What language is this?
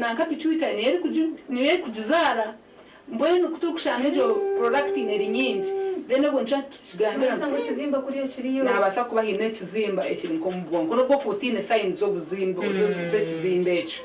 Nyankole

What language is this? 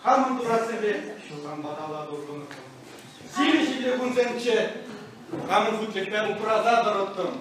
Chuvash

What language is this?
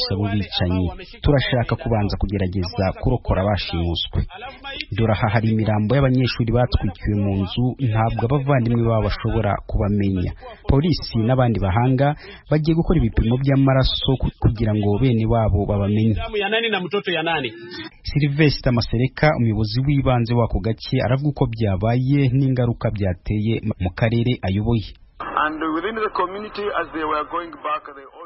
Kinyarwanda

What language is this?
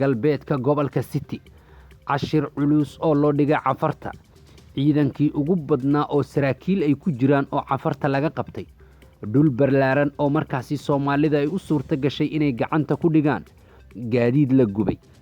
Somali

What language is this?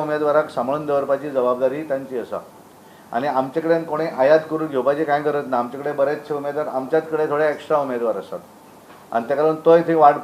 Konkani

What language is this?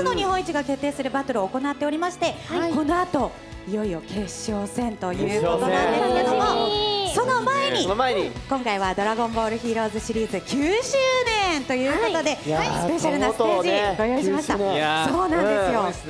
Japanese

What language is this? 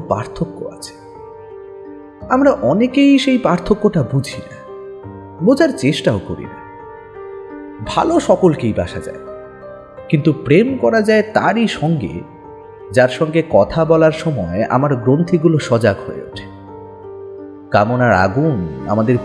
Bangla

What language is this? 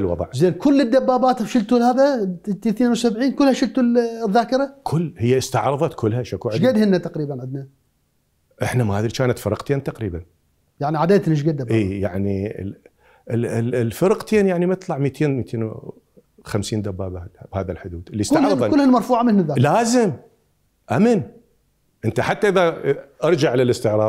Mesopotamian Arabic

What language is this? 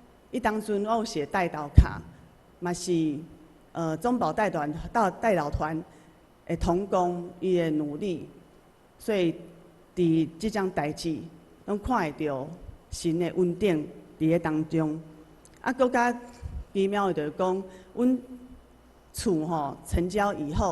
Min Nan Chinese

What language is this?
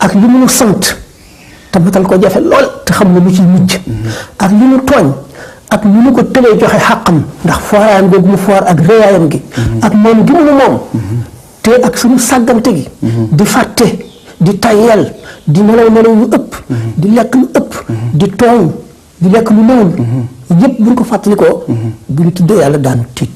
Wolof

